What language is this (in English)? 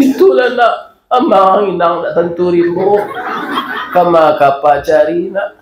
Minangkabau